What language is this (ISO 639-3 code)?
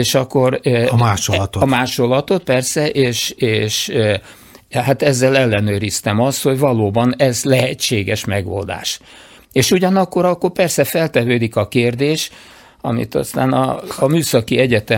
hun